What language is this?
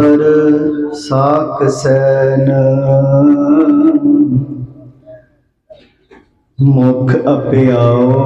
Punjabi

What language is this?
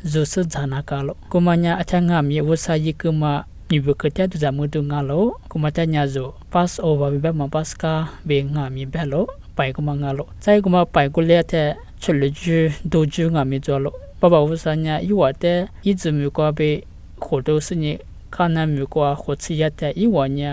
Lisu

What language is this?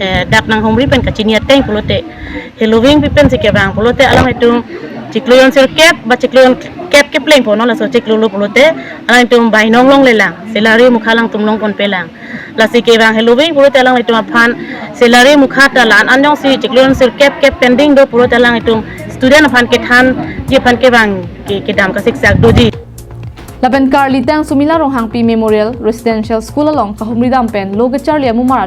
Karbi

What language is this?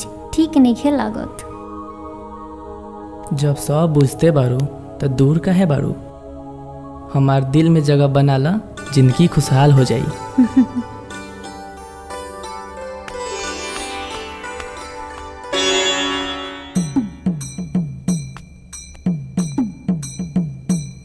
Bhojpuri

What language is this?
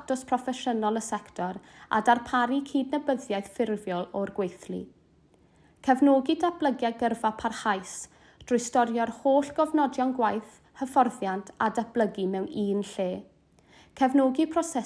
Welsh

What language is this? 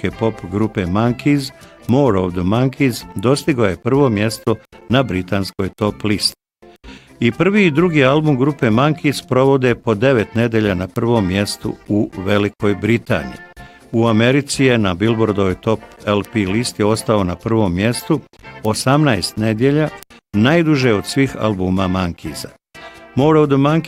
Bosnian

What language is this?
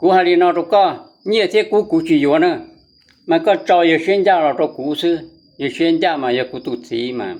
Hmong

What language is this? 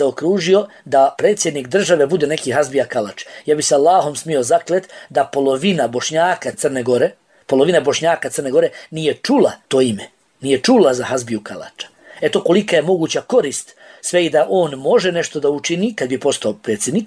Bosnian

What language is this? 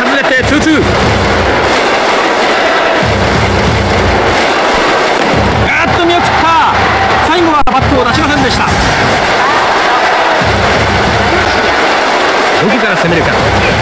Japanese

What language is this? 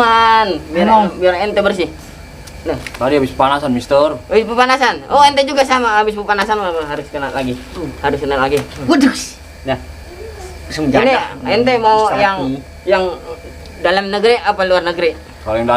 Betawi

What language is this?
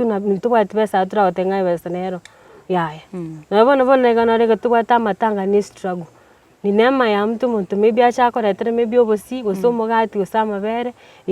Gusii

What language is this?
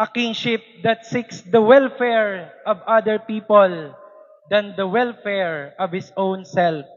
Waray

